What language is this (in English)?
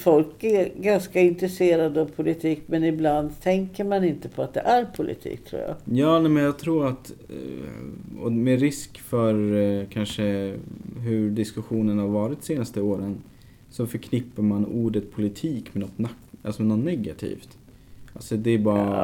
Swedish